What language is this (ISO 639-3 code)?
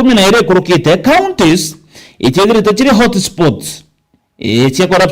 mer